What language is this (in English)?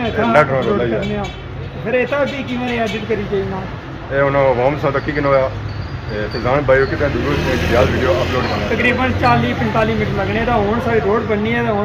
Pahari-Potwari